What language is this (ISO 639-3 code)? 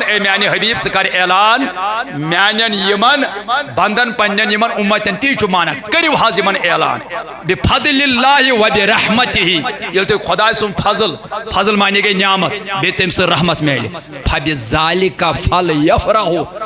kas